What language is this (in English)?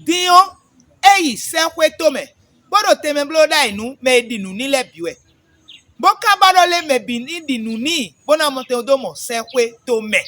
Fon